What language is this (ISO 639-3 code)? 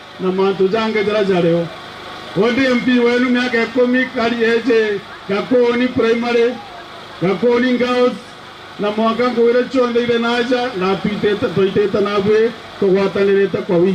mer